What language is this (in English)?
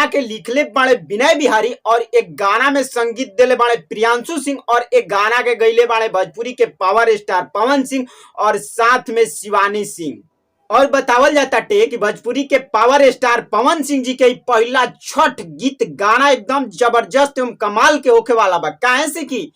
Bhojpuri